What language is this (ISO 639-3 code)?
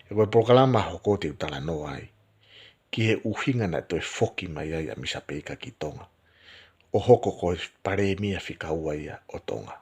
ton